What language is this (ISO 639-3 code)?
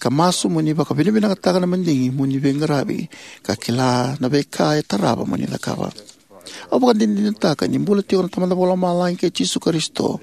fij